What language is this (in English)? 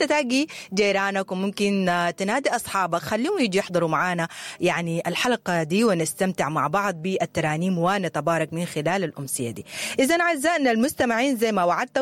Sudanese Arabic